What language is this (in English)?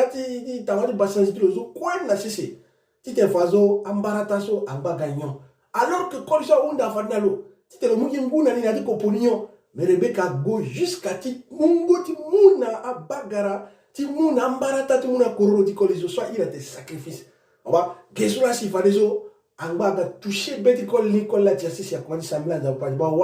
Sango